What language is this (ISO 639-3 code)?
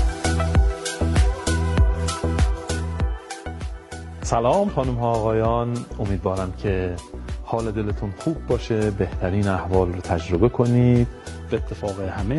fas